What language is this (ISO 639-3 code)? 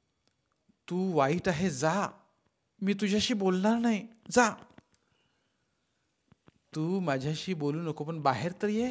mar